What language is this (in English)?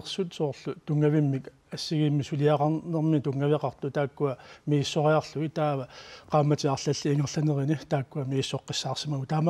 Kalaallisut